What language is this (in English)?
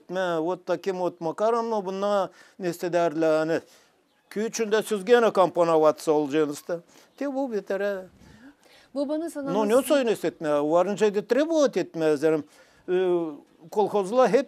Gagauz